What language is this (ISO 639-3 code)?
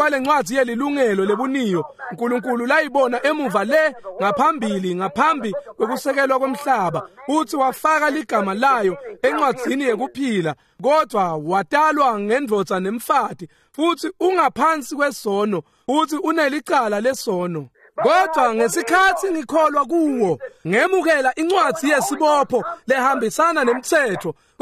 ssw